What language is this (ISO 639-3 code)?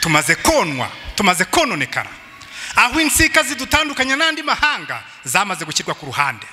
kin